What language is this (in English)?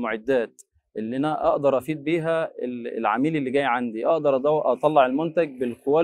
Egyptian Arabic